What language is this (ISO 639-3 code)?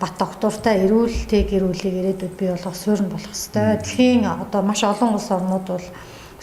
mon